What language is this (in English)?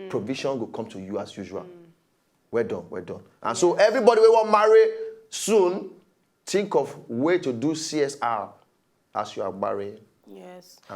Nigerian Pidgin